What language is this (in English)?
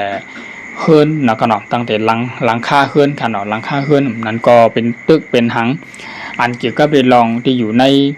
Shan